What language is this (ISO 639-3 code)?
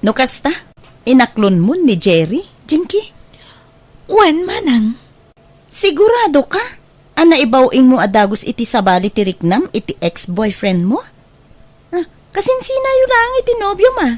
ilo